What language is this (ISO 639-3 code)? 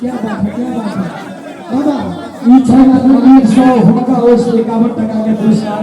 mai